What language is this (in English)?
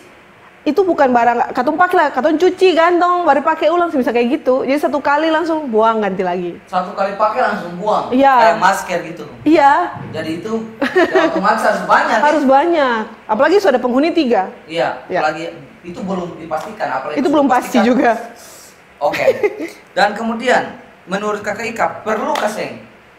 Ambonese Malay